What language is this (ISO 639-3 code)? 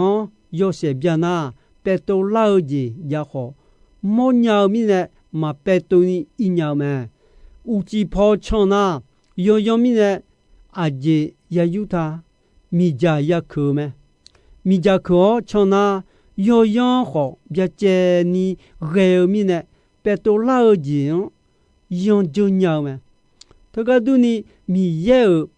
ahk